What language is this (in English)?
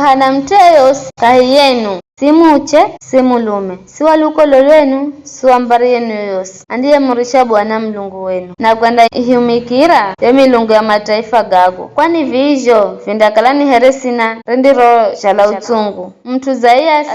Giryama